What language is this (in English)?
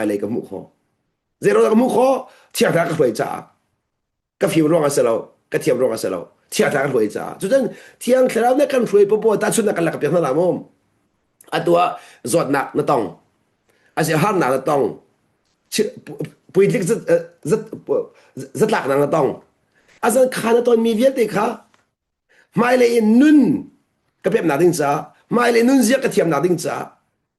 Hakha Chin